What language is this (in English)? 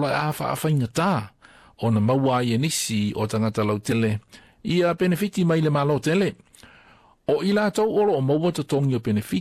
Samoan